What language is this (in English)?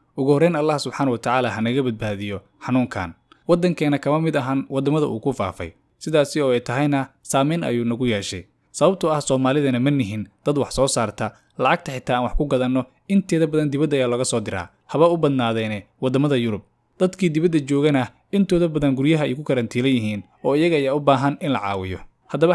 Somali